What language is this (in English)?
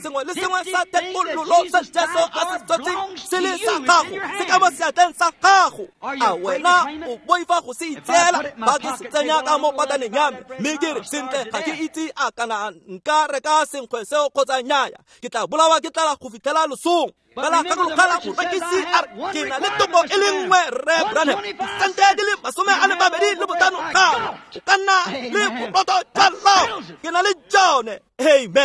Tswana